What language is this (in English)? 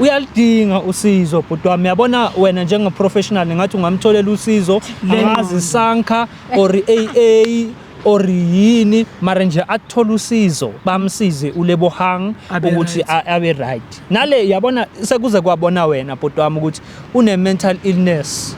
Zulu